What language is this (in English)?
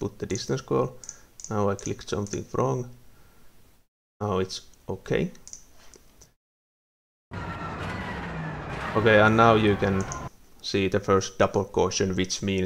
English